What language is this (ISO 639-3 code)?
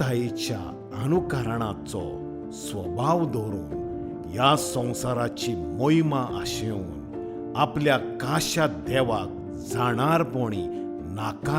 kok